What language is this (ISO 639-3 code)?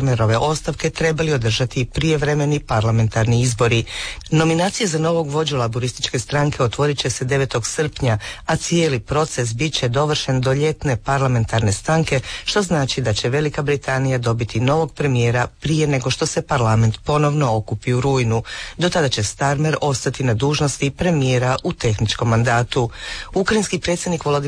hrv